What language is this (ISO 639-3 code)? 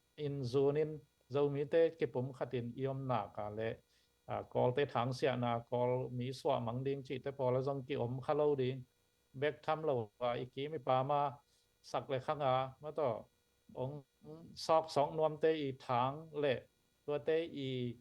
ctd